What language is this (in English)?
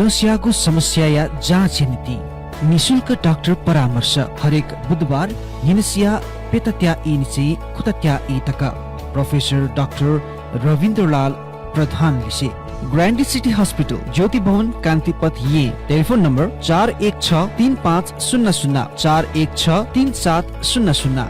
Newari